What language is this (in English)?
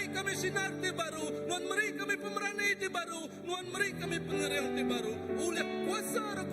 Iban